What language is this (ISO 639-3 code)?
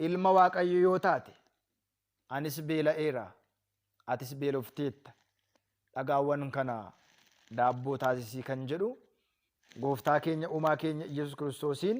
orm